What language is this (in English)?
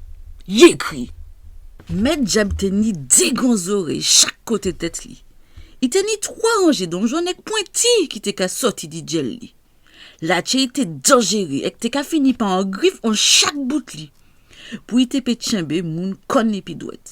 Guadeloupean Creole French